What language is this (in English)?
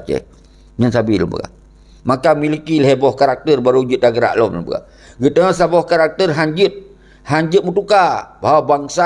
Achinese